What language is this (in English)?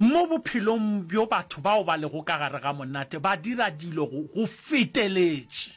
Northern Sotho